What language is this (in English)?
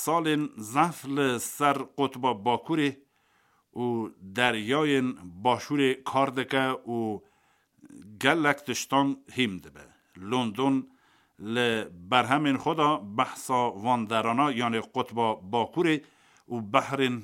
Kurdish